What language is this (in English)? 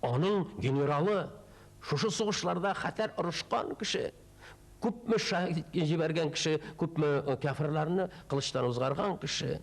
Tatar